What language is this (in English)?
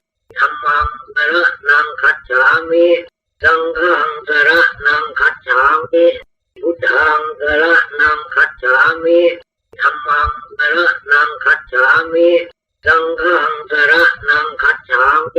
Pali